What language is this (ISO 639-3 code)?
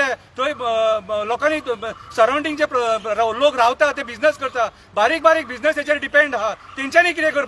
kok